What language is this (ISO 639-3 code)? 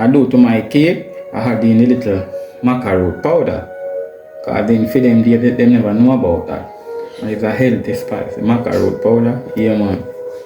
jam